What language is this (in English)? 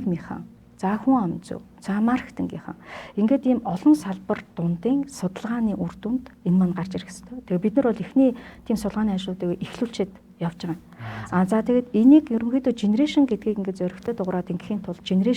Mongolian